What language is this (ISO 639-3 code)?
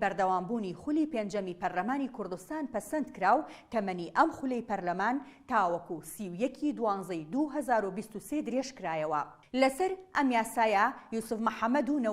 ckb